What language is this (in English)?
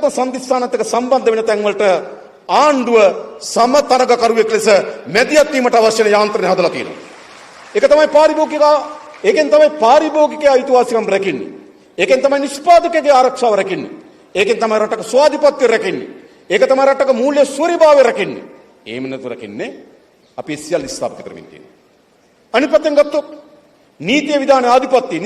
Sinhala